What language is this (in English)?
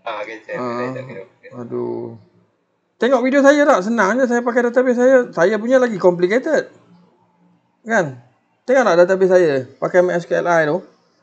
Malay